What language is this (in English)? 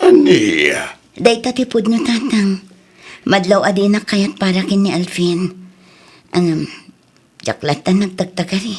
Iloko